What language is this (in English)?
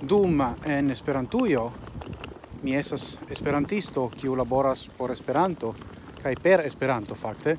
Esperanto